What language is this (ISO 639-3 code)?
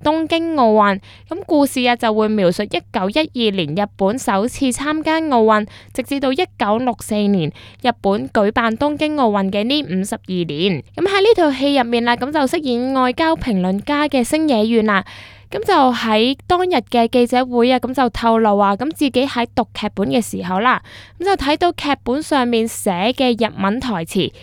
yue